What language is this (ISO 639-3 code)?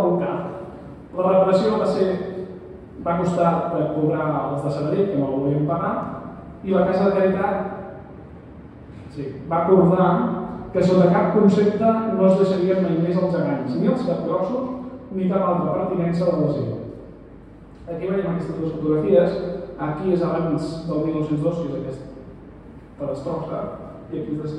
cat